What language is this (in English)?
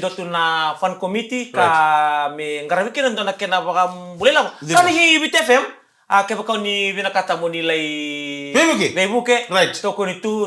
Fijian